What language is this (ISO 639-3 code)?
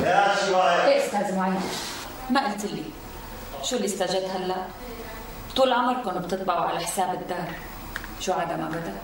apc